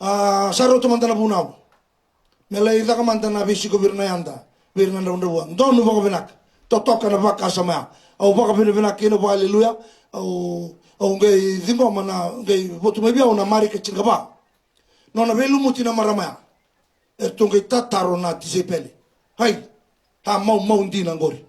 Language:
Fijian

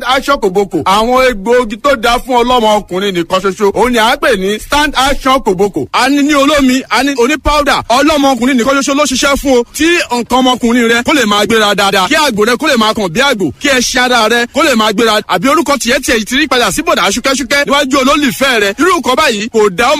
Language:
Yoruba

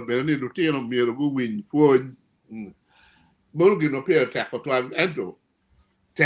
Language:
Acoli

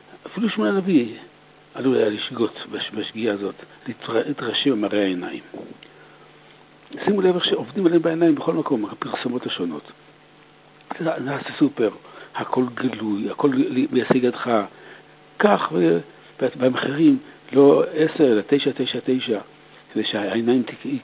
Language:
Hebrew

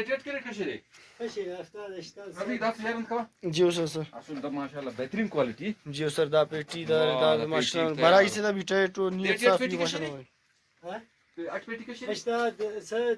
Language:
Brahui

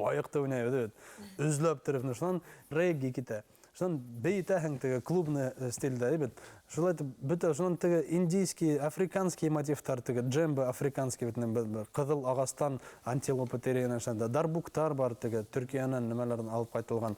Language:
Bashkir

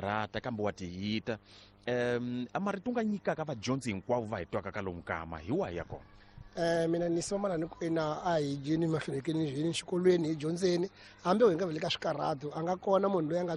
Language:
Tsonga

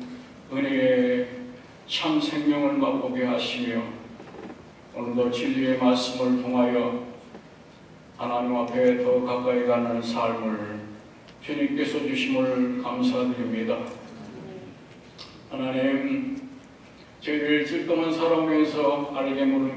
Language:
Korean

